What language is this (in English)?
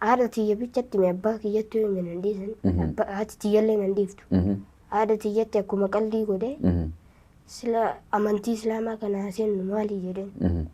Oromo